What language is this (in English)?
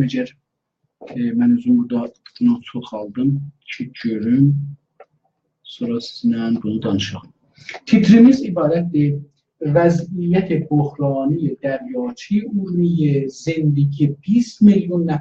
South Azerbaijani